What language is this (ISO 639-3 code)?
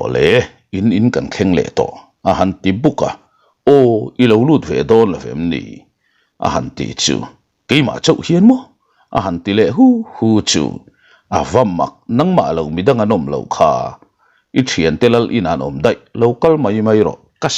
lus